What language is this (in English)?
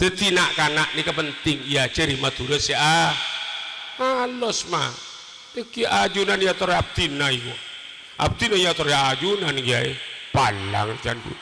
Madurese